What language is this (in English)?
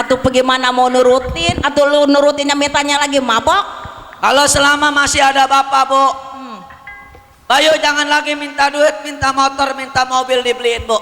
Betawi